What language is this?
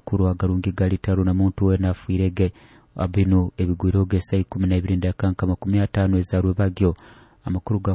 Nyoro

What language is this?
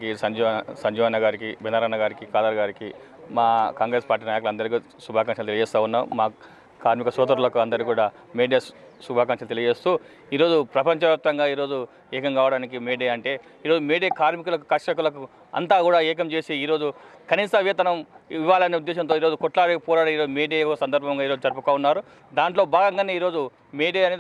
Telugu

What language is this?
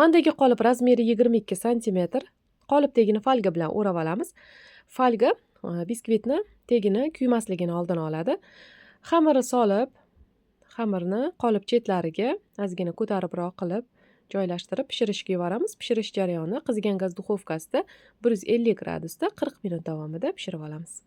Uzbek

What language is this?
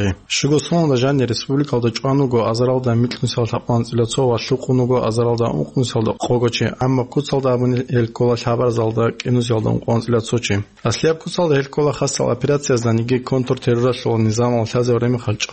Avaric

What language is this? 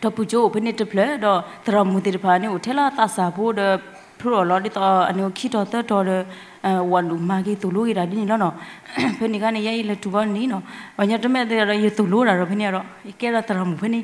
S'gaw Karen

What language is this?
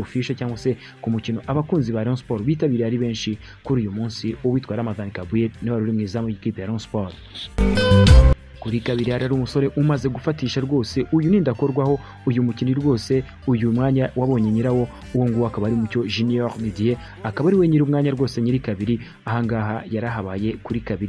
Kinyarwanda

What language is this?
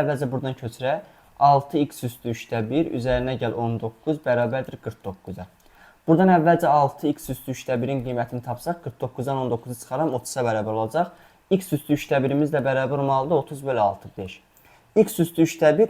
Azerbaijani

